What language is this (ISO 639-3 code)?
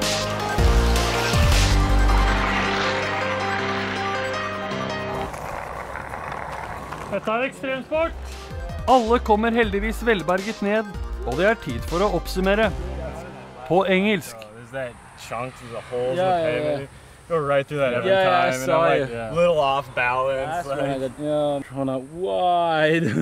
nor